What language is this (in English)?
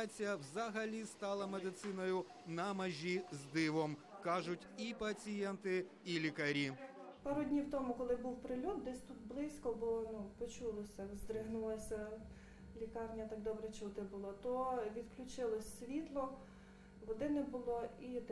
Ukrainian